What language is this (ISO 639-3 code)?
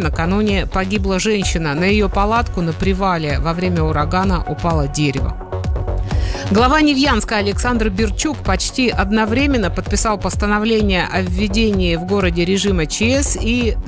rus